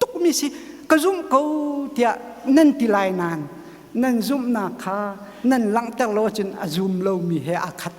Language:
Hakha Chin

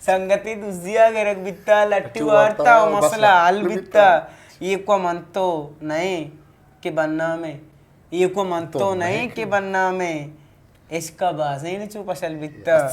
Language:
Eastern Balochi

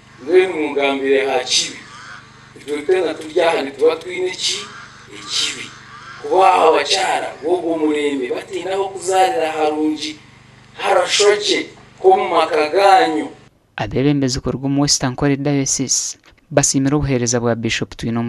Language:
Nyankole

